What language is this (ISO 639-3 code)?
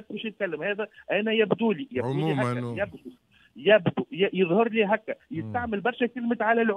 aeb